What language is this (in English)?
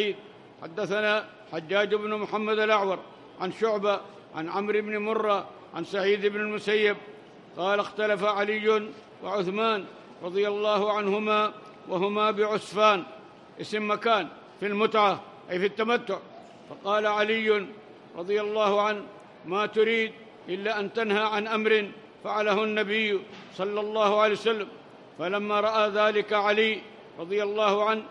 Arabic